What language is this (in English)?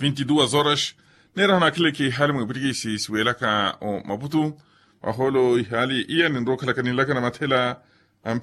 Makhuwa